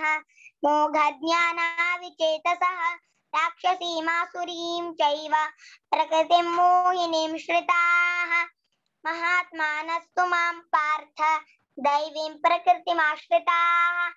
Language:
Sanskrit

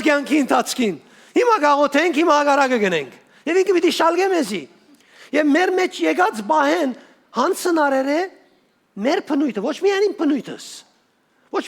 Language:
Western Armenian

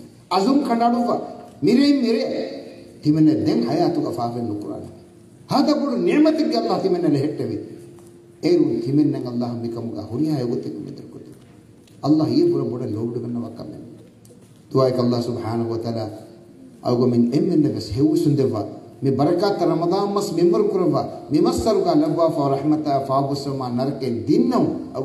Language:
Divehi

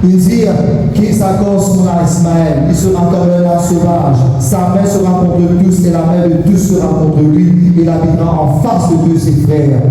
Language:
Morisyen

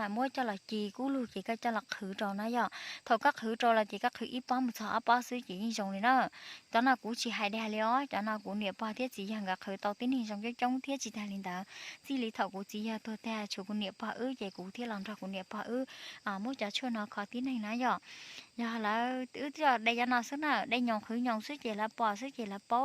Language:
Hmong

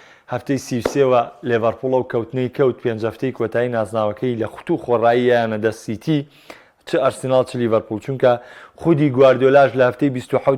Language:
Central Kurdish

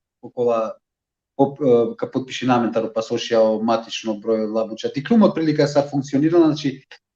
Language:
Balkan Romani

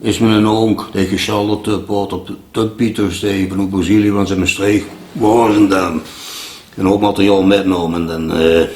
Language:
Limburgish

